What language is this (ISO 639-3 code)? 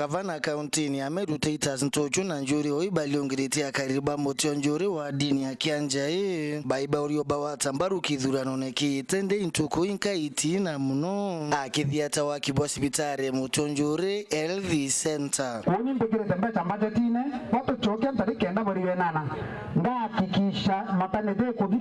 mer